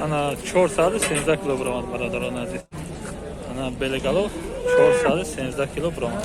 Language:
Tajik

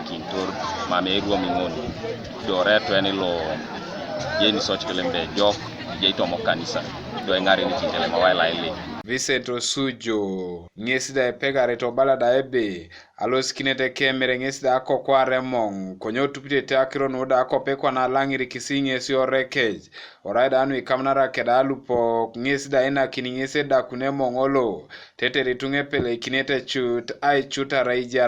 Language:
Teso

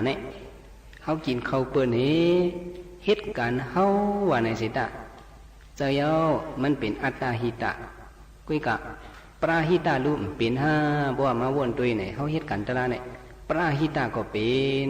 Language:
Shan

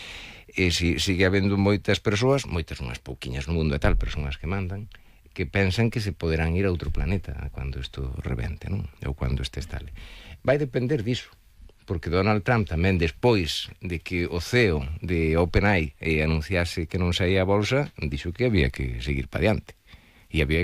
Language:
Galician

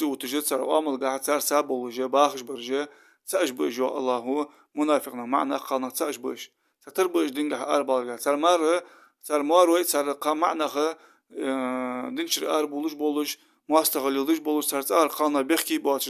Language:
Ingush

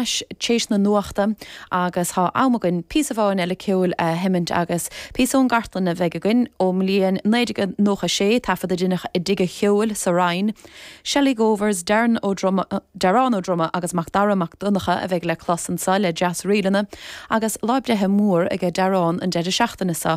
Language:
Irish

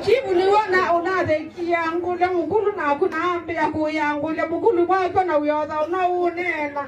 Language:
Kamba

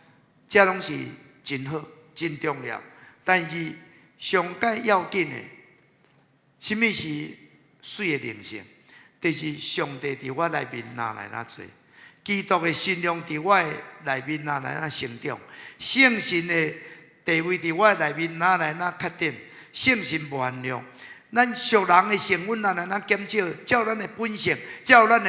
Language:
Min Nan Chinese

